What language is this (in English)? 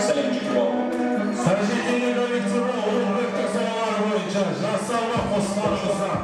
Kara-Kalpak